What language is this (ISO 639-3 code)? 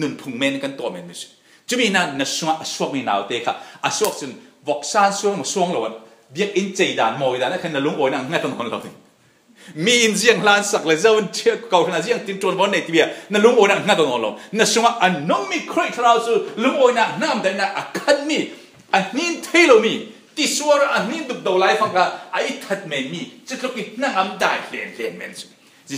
cfm